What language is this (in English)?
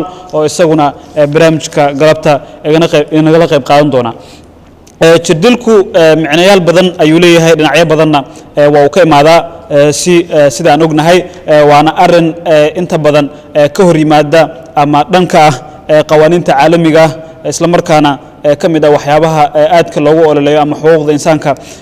Somali